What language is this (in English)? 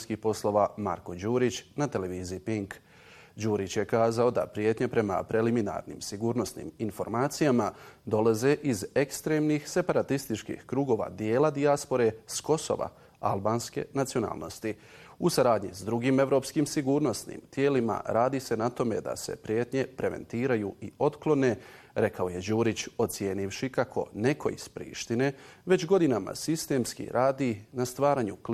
Bosnian